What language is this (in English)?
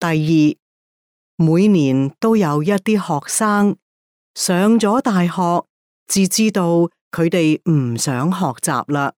Cantonese